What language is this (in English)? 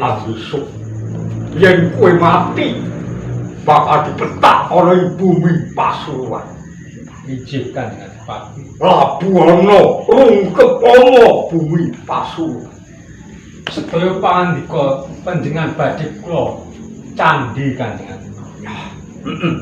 Javanese